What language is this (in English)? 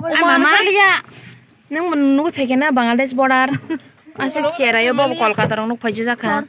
Kok Borok